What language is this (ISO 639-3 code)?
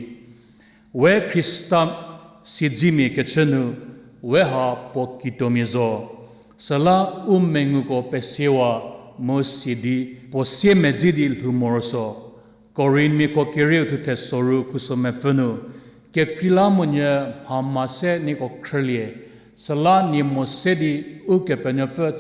njm